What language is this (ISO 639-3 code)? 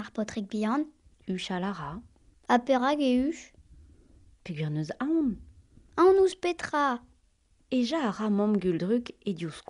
bre